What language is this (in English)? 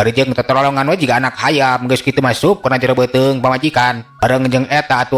Sundanese